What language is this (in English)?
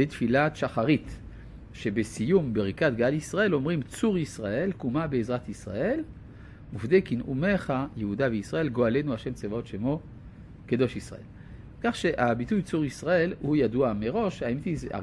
Hebrew